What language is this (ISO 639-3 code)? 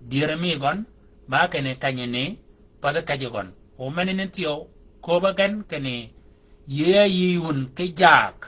shk